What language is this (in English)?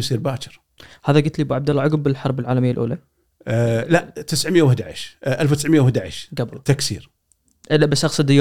Gulf Arabic